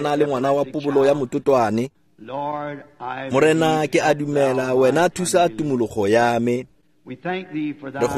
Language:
Tswana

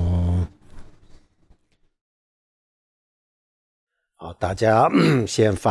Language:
Chinese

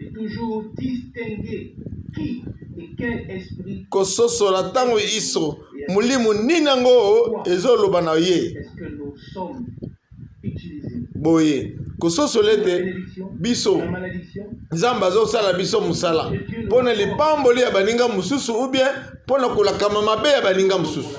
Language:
Lingala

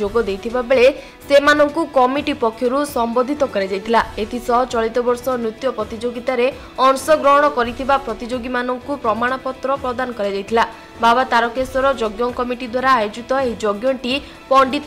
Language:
Odia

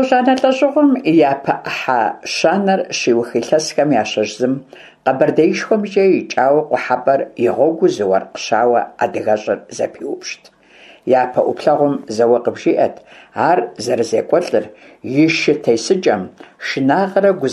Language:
Kabardian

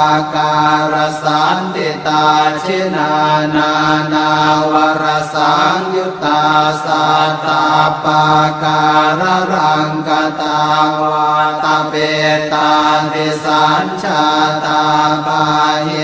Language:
Pali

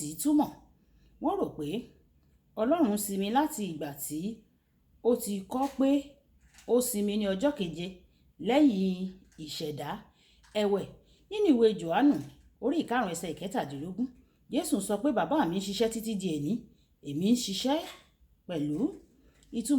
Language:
Yoruba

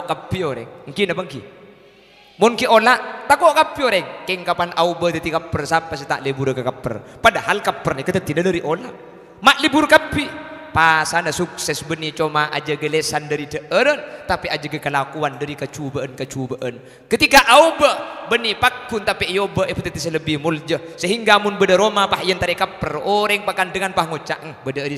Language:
Madurese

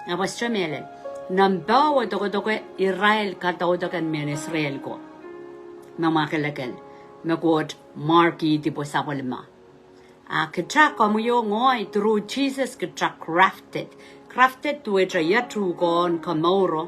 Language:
Pohnpeian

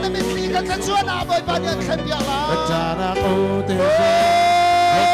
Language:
Hakha Chin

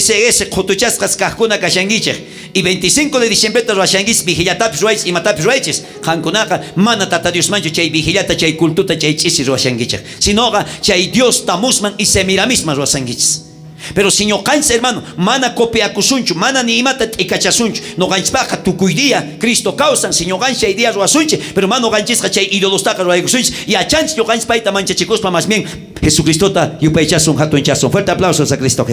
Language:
South Bolivian Quechua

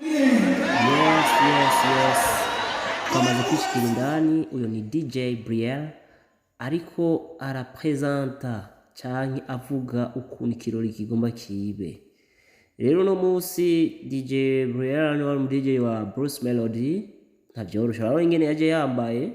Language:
Rundi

